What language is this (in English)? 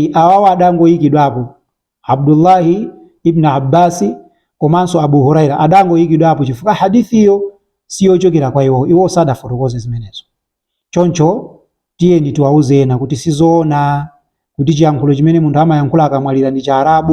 Nyanja